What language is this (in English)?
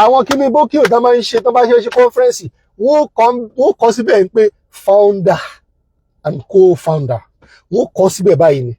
Yoruba